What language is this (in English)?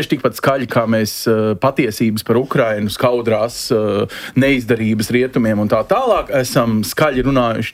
Latvian